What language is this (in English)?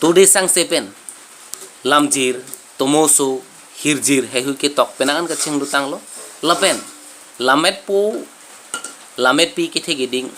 Karbi